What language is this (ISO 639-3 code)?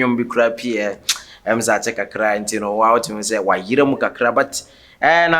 aka